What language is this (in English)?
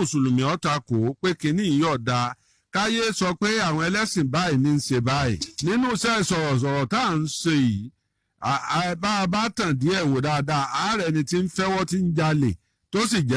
Yoruba